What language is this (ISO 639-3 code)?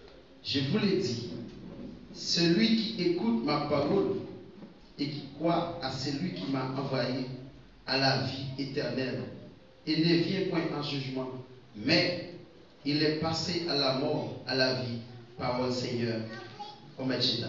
hat